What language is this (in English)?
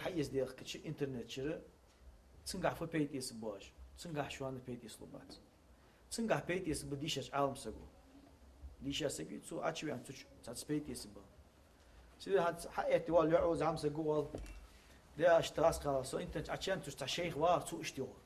Ingush